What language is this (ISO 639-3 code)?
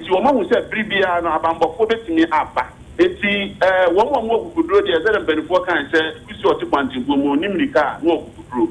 aka